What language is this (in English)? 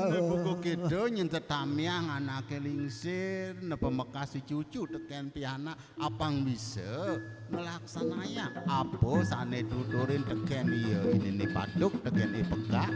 Balinese